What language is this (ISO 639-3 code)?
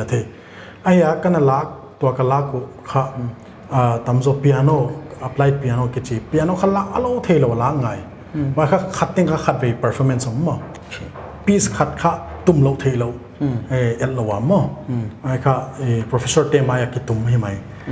pck